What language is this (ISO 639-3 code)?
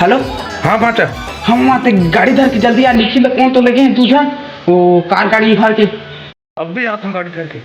hne